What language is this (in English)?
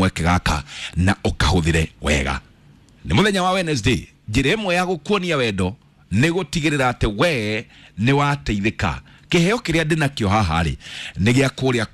Kikuyu